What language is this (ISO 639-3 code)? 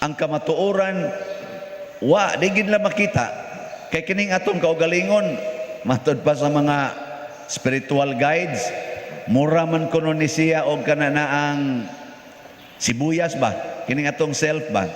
ceb